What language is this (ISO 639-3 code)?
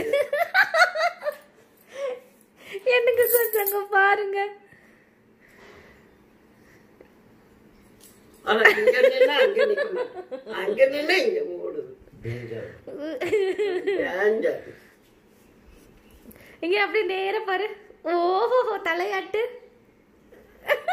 tam